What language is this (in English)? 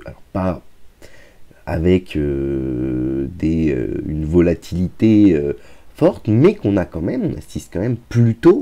French